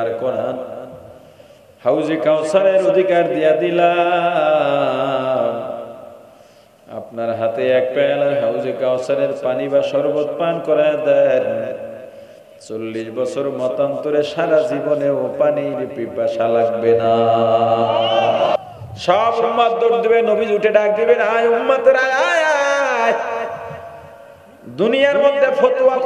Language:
Bangla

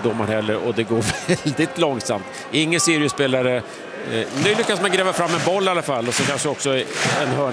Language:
Swedish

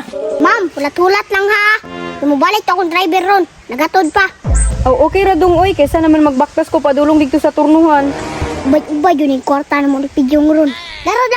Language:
Cebuano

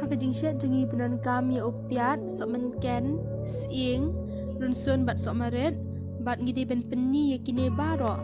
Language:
Khasi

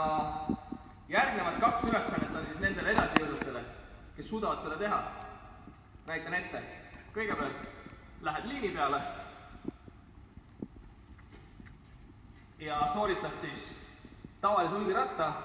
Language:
Estonian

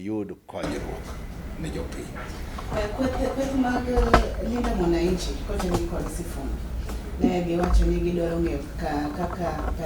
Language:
Luo (Kenya and Tanzania)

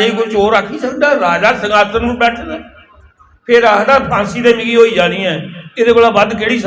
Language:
Dogri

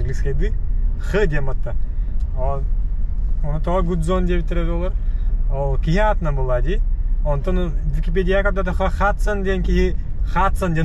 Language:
Yakut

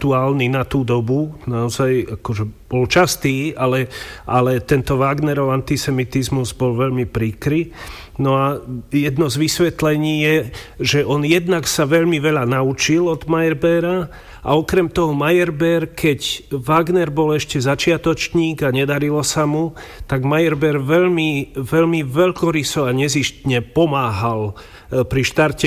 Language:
Slovak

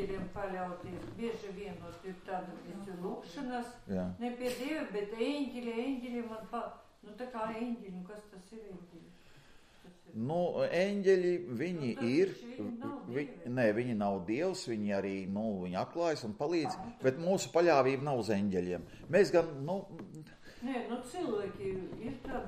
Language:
Latvian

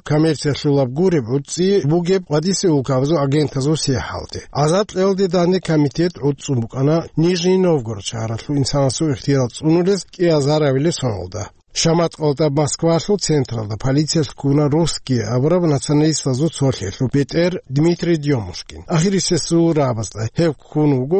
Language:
Avaric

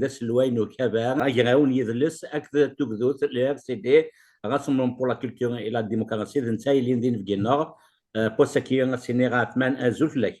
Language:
Kabyle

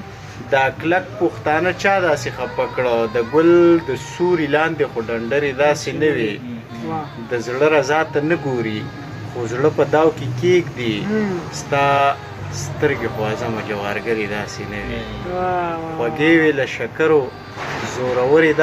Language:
Pashto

